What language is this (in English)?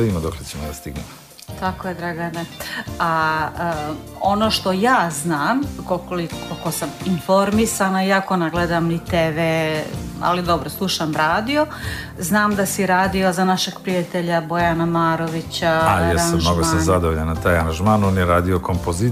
Serbian